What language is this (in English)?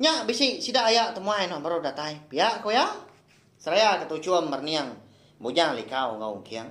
Iban